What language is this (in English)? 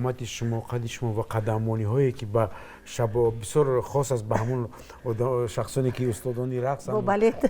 Tajik